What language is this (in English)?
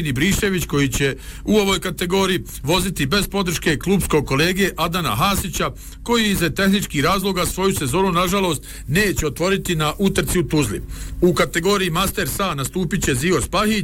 Bosnian